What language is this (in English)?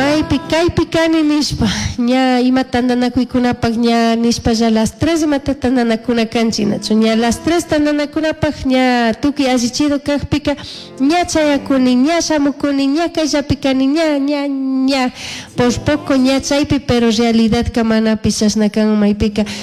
Chimborazo Highland Quichua